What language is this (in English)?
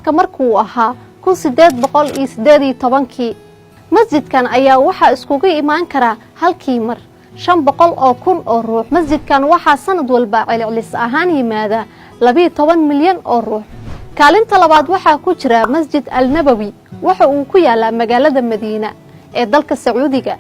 Somali